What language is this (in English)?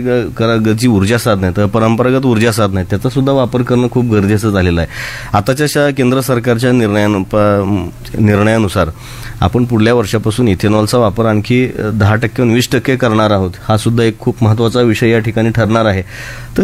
Marathi